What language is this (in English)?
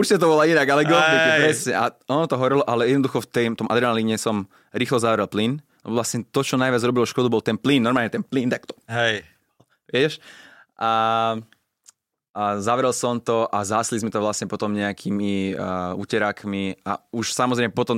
Slovak